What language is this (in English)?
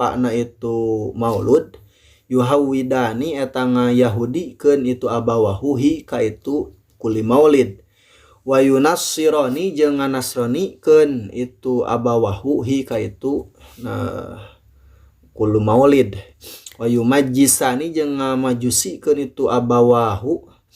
Sundanese